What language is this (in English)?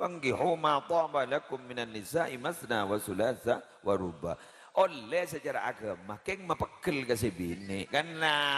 Madurese